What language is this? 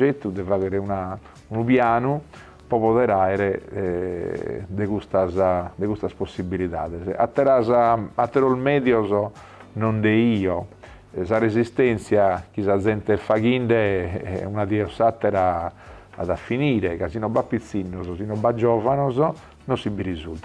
Sardinian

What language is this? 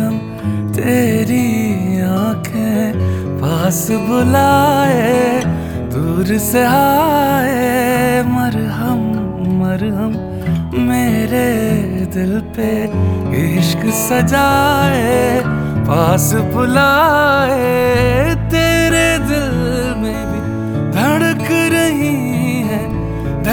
Hindi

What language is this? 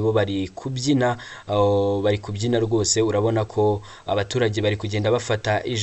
Kinyarwanda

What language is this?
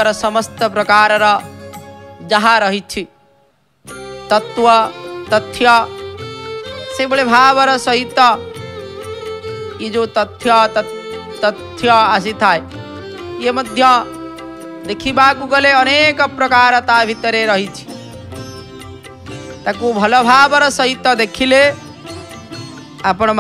Odia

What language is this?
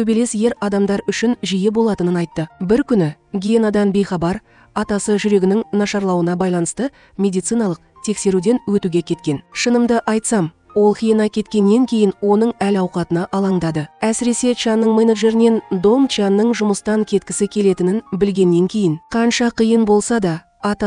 Kazakh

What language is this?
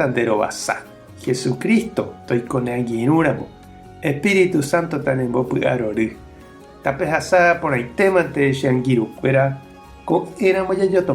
Guarani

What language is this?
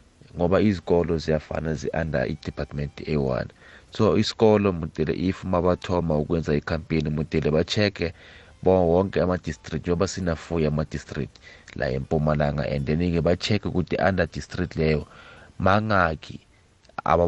South Ndebele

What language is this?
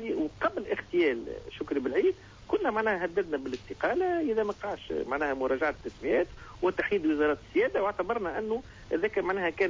Tunisian Arabic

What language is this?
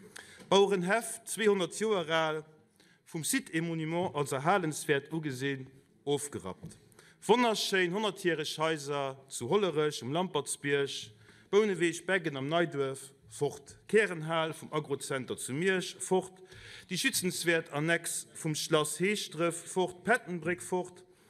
Luxembourgish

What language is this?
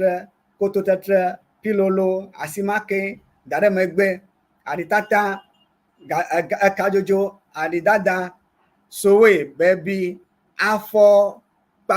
Ewe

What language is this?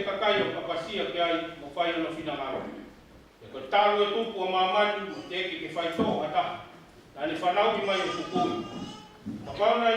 Tongan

